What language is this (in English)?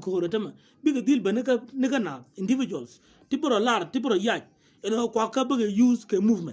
Nuer